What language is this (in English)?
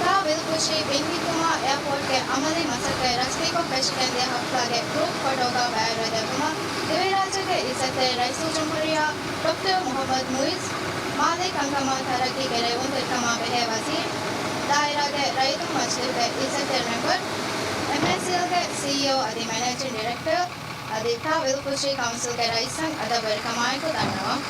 Divehi